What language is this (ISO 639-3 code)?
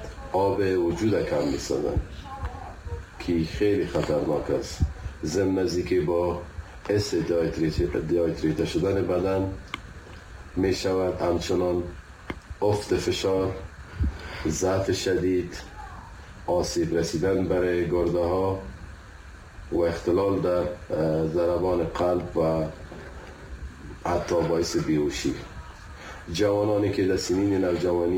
fas